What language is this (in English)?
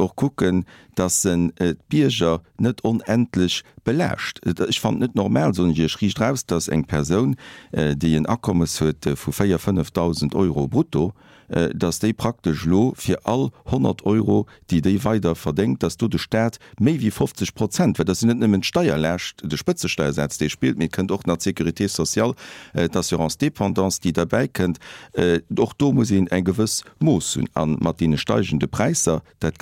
Luxembourgish